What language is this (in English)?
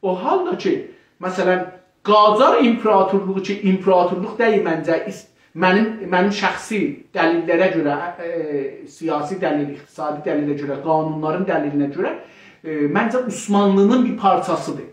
South Azerbaijani